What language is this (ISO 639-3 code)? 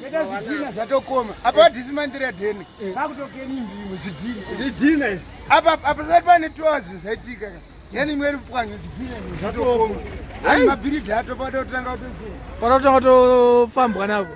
sna